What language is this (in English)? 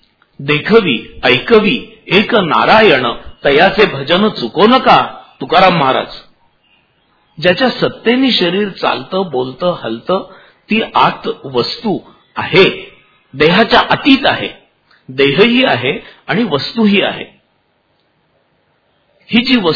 Marathi